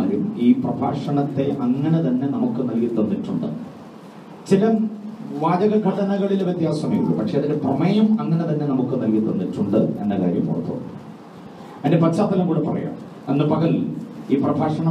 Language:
Malayalam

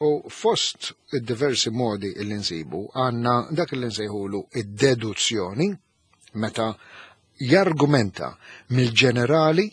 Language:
Maltese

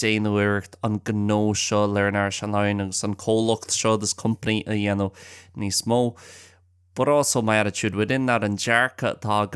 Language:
Irish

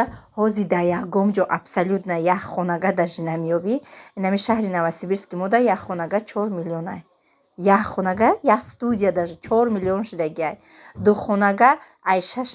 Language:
Tajik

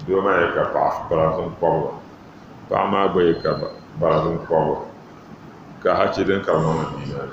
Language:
Dagbani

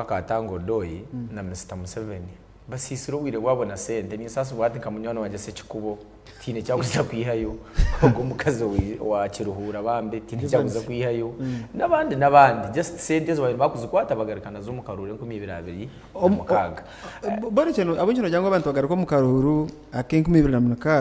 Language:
Nyankole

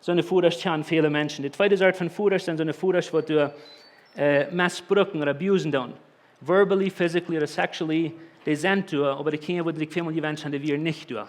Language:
Plautdietsch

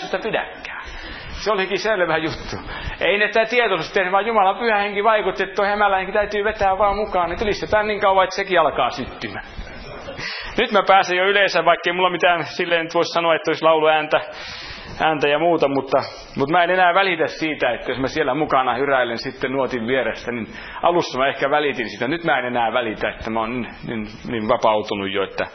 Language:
Finnish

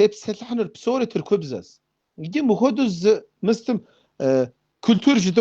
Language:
Kabardian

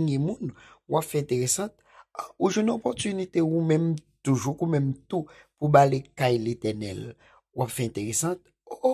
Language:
Haitian Creole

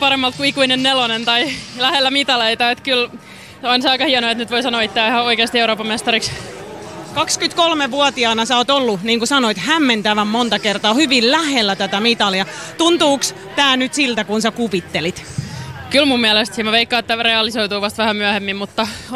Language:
Finnish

